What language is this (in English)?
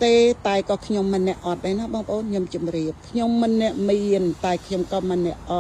Khmer